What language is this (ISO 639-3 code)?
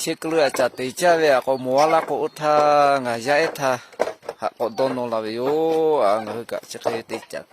lhu